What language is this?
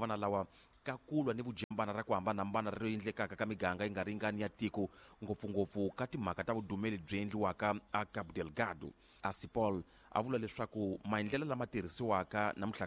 Tsonga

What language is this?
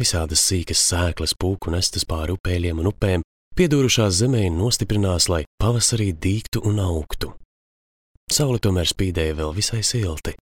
Latvian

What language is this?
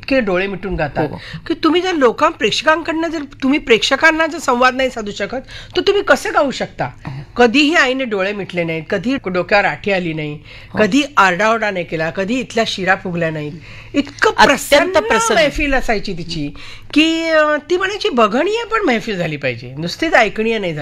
Marathi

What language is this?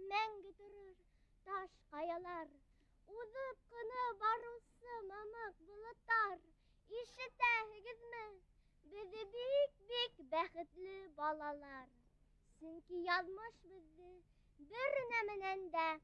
Bashkir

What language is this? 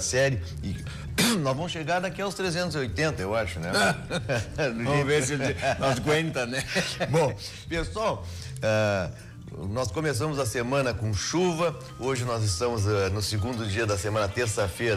Portuguese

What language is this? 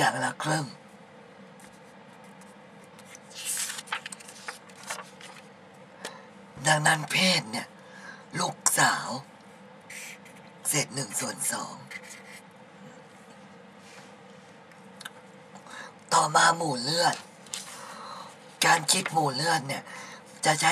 Thai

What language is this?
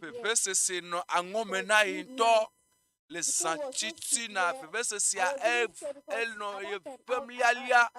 Ewe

